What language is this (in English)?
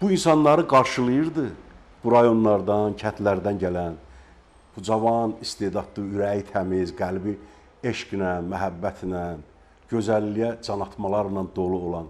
Azerbaijani